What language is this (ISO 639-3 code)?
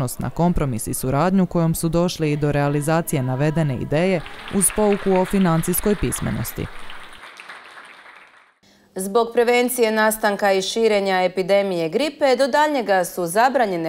hrv